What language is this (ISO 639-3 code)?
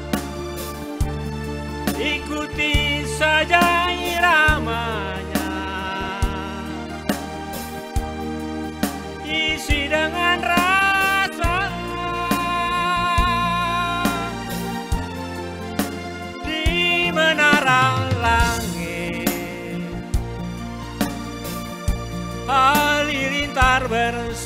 ind